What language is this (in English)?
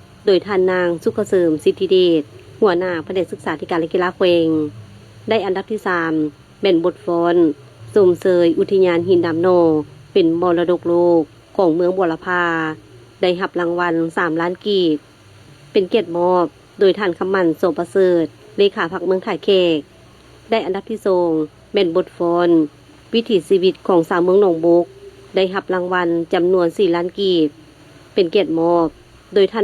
Lao